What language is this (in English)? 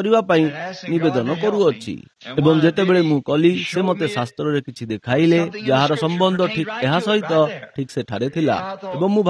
Odia